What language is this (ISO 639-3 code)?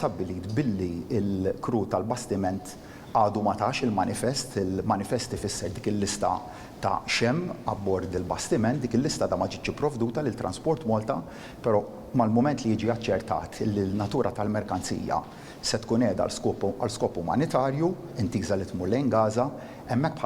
mlt